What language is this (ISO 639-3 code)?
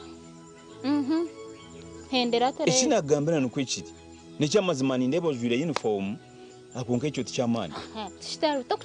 nyn